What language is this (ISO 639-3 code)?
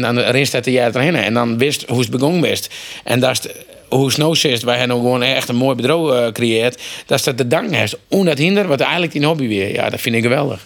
fry